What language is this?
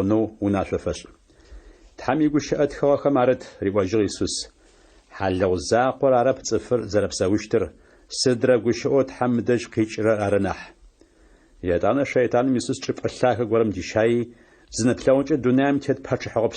Adyghe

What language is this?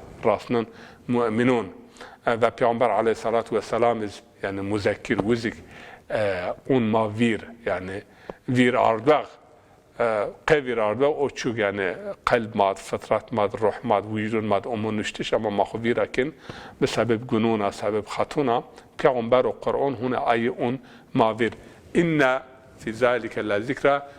Zaza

